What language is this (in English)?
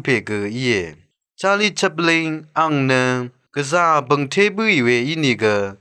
Rawang